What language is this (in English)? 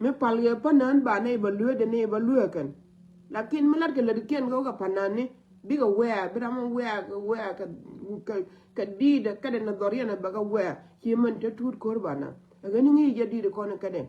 Nuer